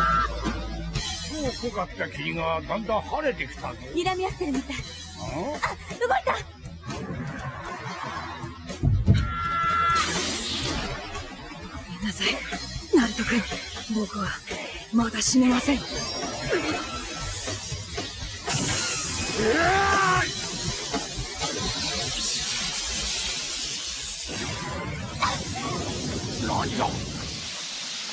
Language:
Japanese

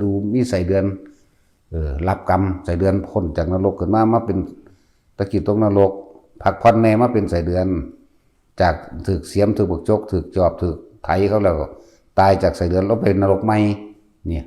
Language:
Northeastern Thai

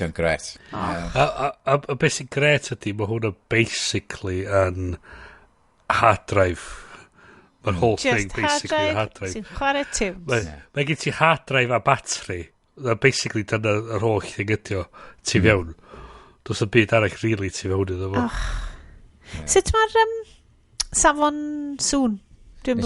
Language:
Welsh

